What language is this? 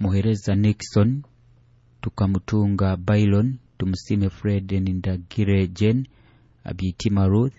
Nyoro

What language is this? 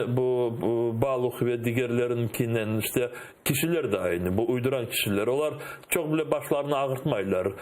Crimean Tatar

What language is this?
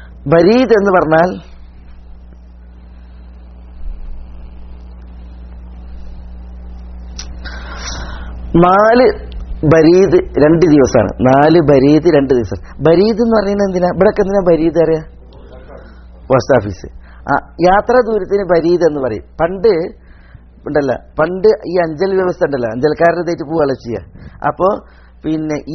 Malayalam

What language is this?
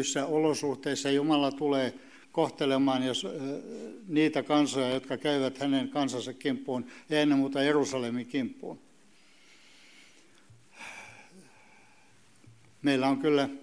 Finnish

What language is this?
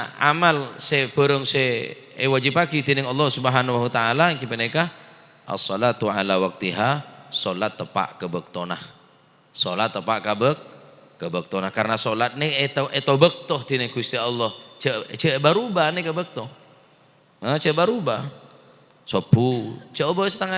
Madurese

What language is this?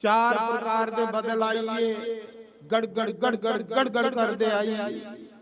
Dogri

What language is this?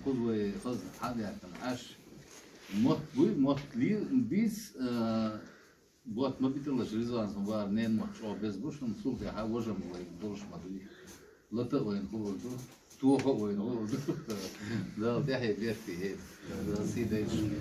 Chechen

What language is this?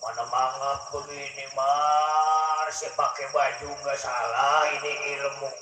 Betawi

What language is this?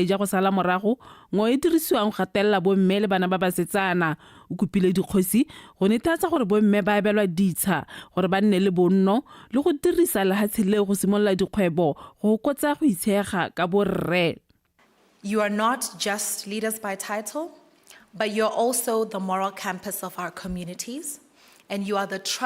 Tswana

